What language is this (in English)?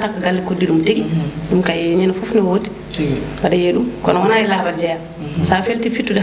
Fula